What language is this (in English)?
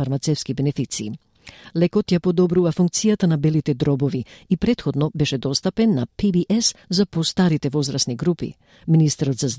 Macedonian